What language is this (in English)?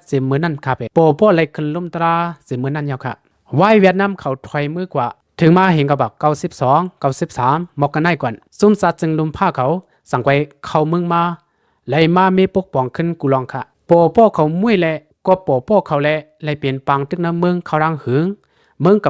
Shan